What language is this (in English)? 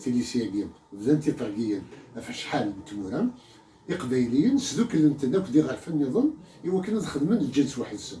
Kabyle